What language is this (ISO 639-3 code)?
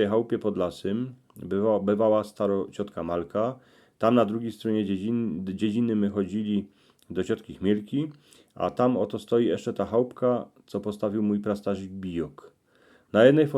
szl